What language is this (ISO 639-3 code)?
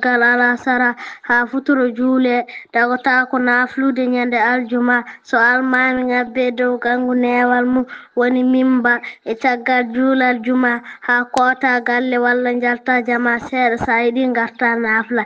ful